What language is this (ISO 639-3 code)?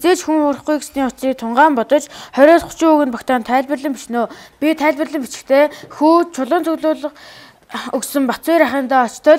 mon